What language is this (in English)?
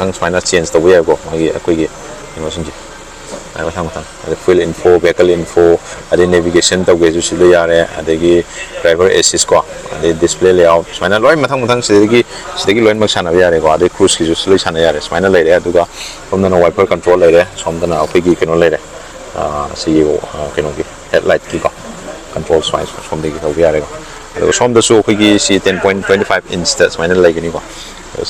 Manipuri